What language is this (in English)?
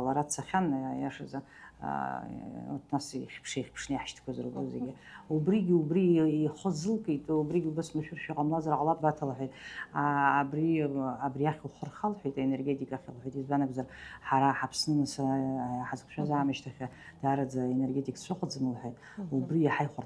Abkhazian